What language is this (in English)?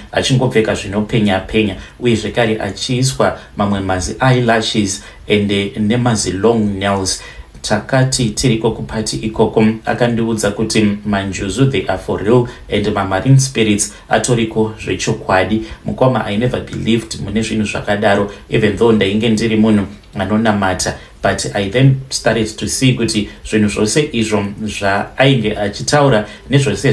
Shona